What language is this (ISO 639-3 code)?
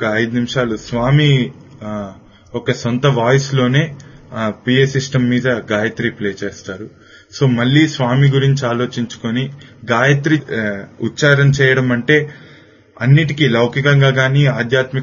tel